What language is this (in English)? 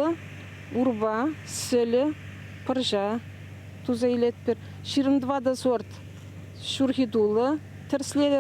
Chuvash